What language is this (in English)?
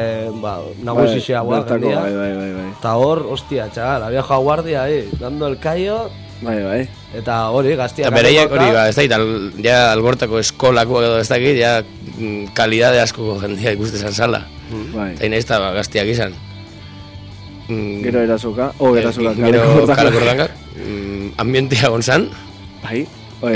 Basque